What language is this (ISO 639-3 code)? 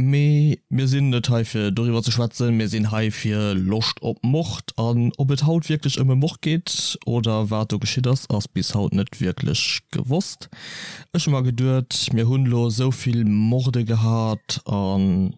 ltz